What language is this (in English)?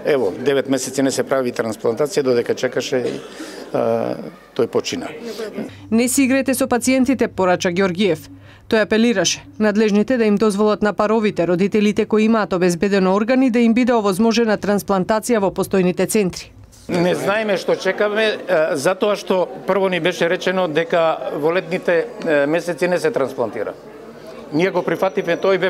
Macedonian